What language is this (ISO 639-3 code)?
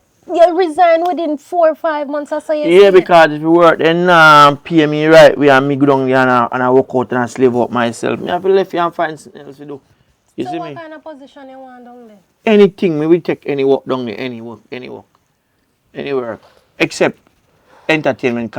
jam